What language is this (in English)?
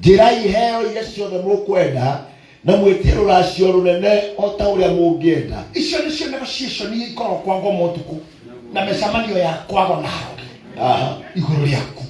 Kikuyu